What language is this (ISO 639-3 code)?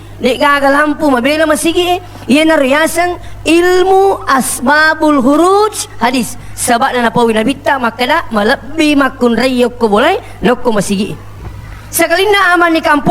bug